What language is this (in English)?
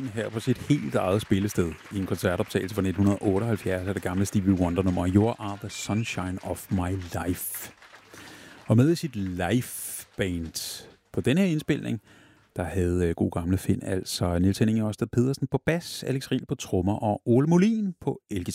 Danish